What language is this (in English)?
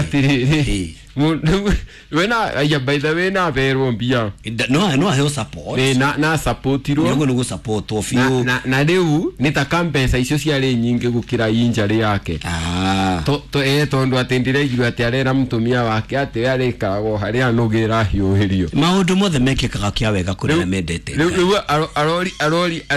Kikuyu